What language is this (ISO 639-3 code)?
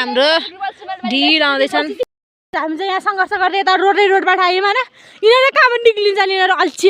nep